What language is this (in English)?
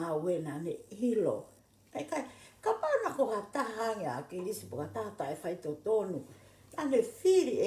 Tongan